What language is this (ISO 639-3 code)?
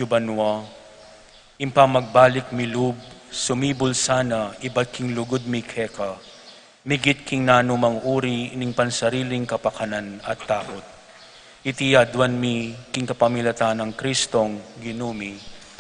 pam